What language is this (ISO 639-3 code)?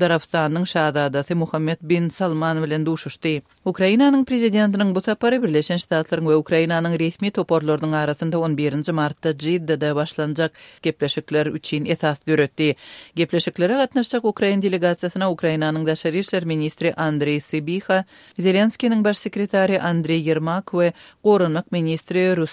tuk